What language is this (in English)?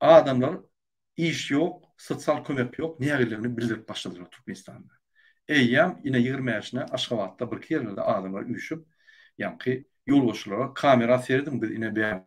Turkmen